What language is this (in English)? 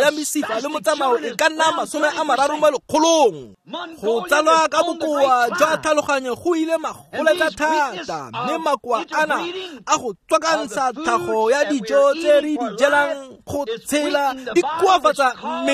Tswana